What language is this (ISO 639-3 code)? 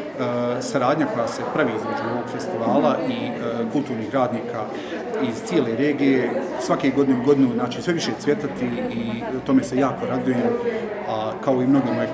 bos